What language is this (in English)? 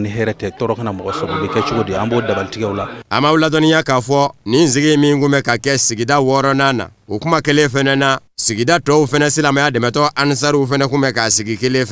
Bambara